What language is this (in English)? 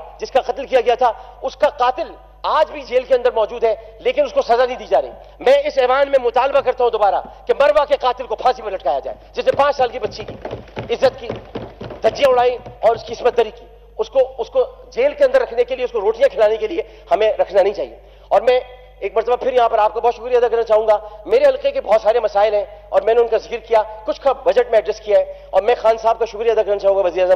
Urdu